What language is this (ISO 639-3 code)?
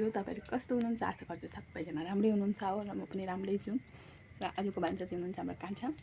nep